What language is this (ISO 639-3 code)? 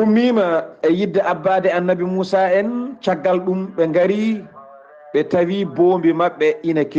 ful